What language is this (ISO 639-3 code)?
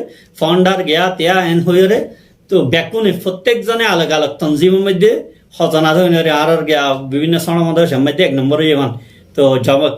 rhg